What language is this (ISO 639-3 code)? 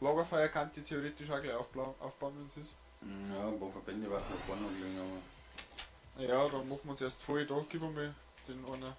bar